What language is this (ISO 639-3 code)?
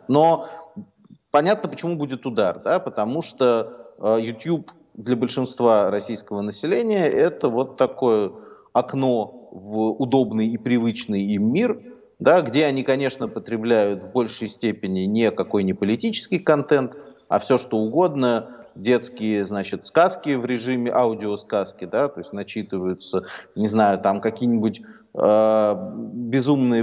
rus